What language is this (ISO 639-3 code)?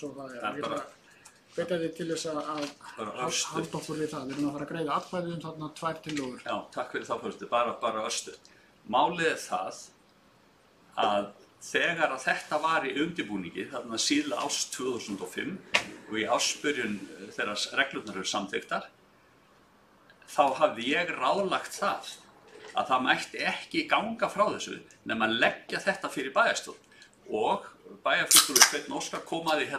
isl